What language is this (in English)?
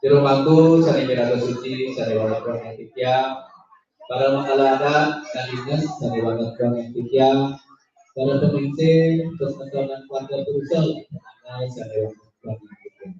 Balinese